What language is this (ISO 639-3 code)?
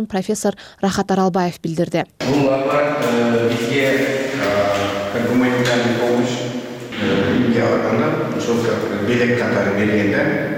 kir